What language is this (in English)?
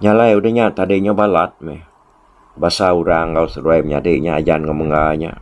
Iban